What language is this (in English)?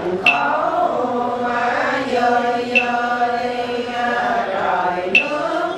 Vietnamese